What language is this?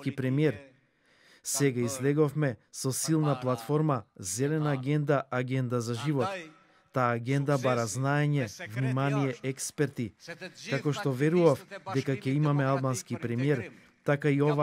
Macedonian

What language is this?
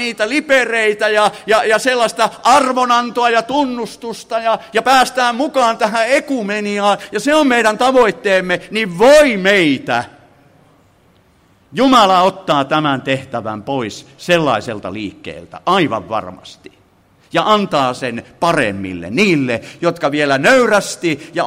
Finnish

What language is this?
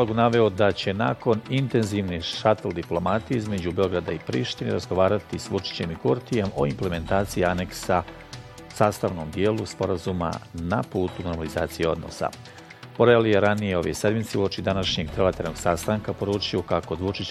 Bosnian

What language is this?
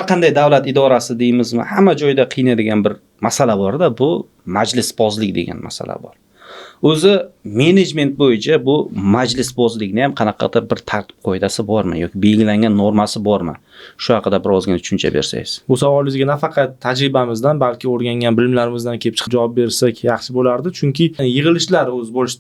Uzbek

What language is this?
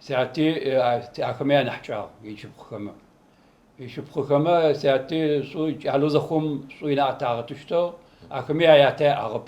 Adyghe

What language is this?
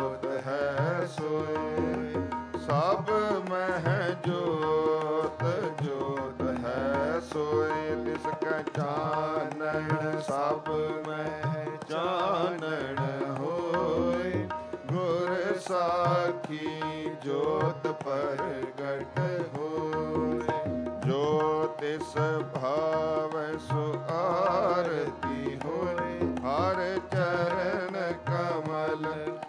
Punjabi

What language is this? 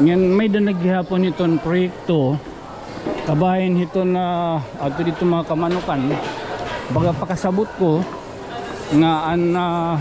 Waray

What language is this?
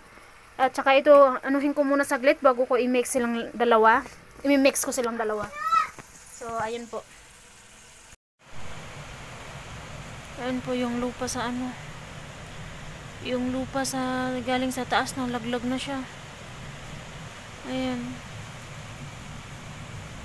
Filipino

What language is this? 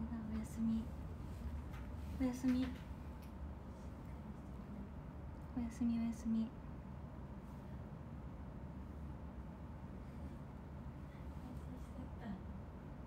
Japanese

